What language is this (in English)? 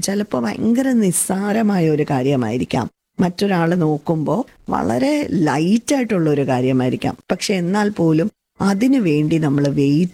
Malayalam